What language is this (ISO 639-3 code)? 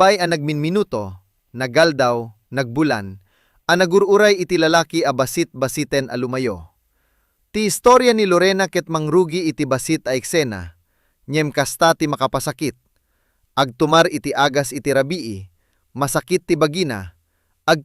ilo